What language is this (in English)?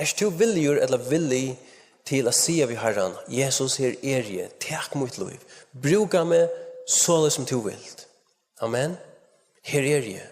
Faroese